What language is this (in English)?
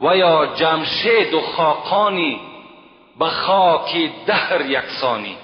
Tajik